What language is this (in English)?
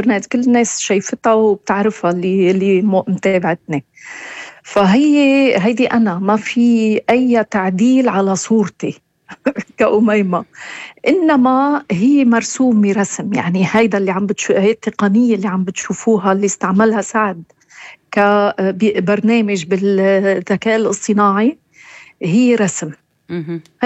North Levantine Arabic